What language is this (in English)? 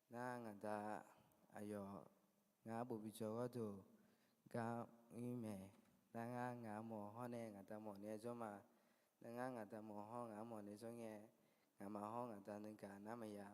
Akha